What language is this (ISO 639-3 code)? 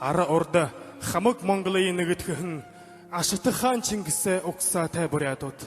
bua